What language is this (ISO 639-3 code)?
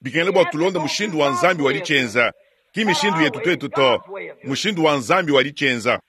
lua